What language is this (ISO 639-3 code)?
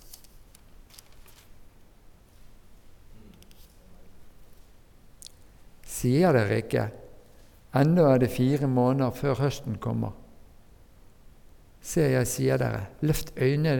nor